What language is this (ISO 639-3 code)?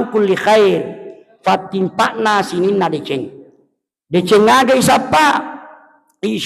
bug